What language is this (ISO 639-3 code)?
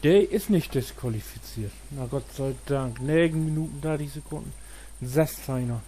nds